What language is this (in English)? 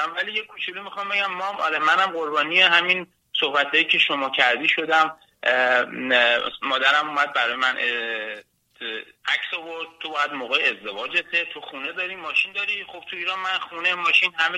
Persian